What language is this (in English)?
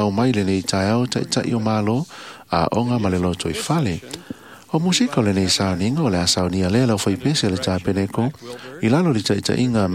Samoan